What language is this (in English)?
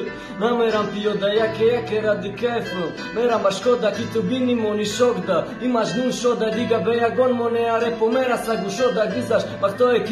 Tajik